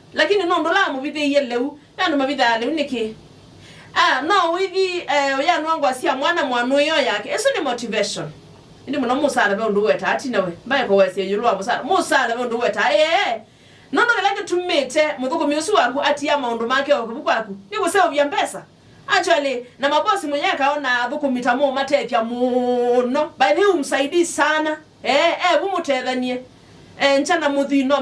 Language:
Kamba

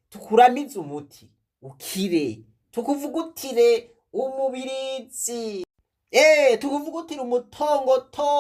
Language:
Rundi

